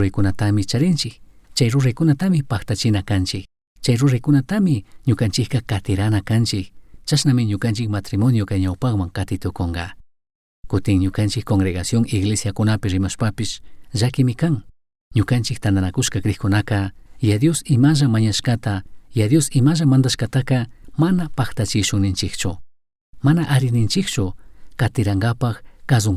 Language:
Chimborazo Highland Quichua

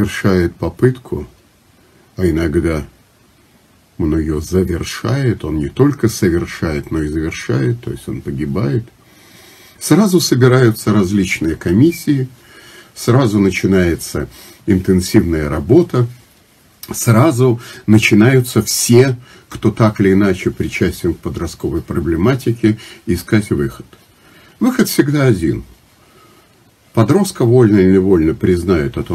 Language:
Russian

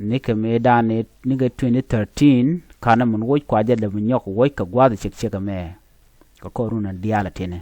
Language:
Nuer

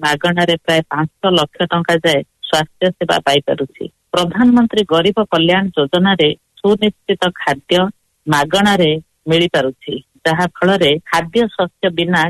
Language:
Odia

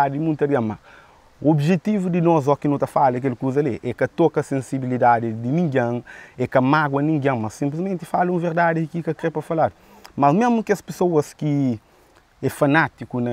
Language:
Kabuverdianu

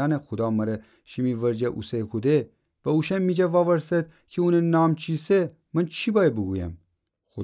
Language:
Gilaki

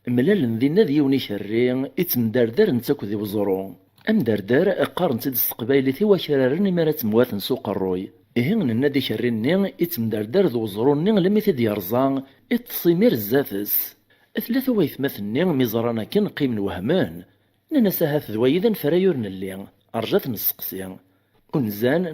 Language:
Kabyle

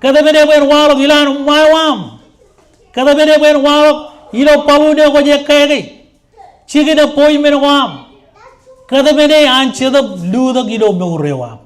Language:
Marshallese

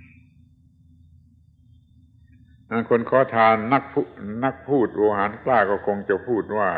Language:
Thai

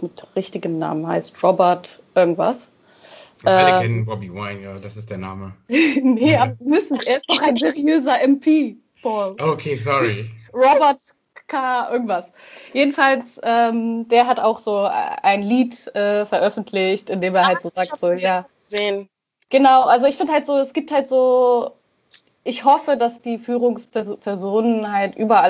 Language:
German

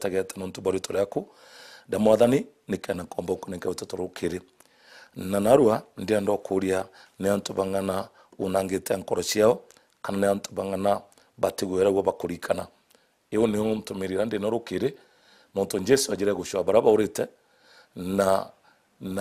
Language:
Meru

